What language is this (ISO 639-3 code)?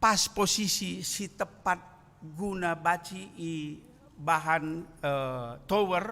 btx